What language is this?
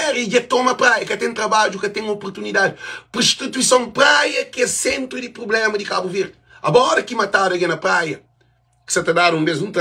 Kabuverdianu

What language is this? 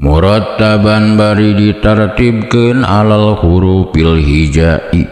Sundanese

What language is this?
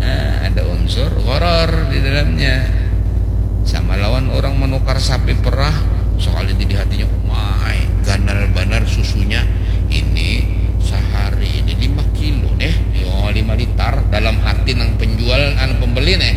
Banjar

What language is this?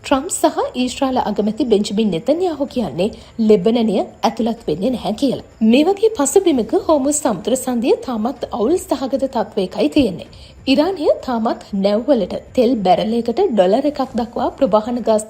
Sinhala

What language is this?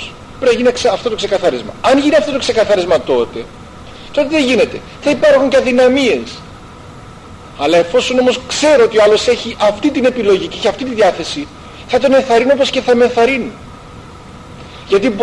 Greek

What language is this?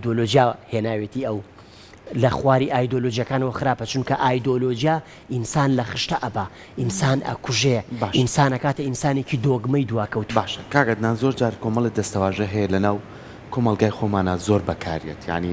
Central Kurdish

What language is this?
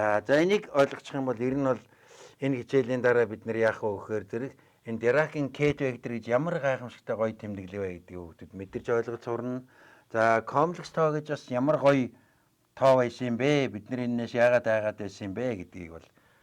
Mongolian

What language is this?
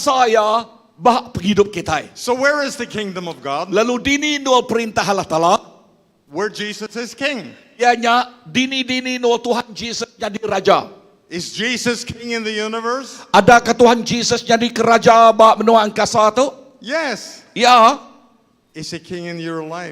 Iban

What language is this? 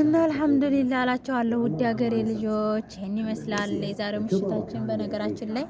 Amharic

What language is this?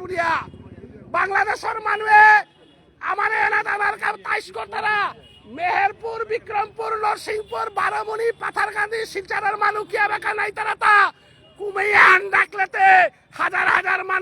Bishnupriya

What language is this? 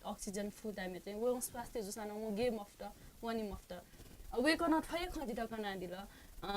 Newari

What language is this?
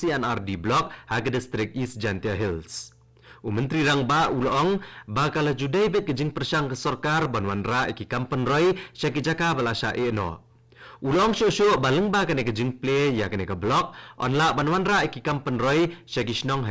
Khasi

